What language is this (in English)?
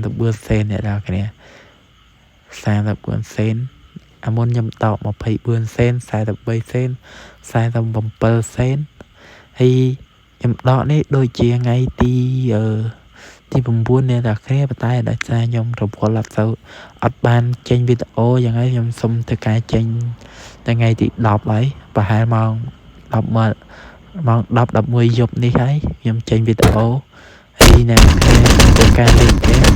Khmer